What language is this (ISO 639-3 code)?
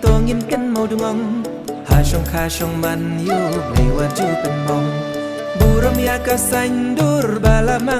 kha